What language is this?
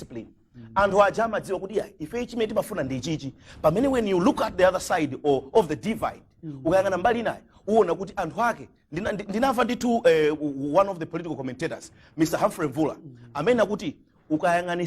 Nyanja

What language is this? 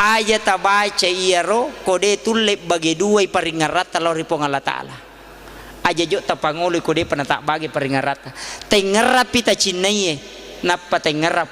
Buginese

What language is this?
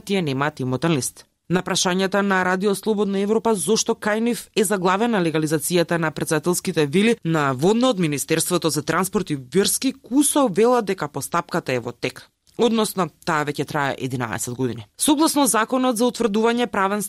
Macedonian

